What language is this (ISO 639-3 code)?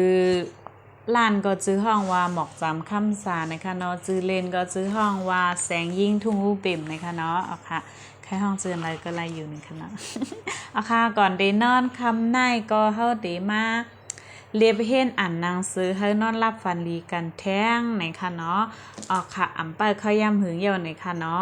shn